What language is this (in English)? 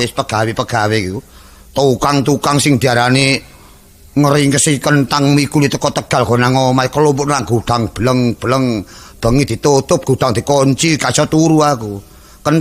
Javanese